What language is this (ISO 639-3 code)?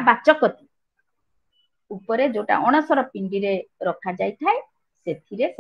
ori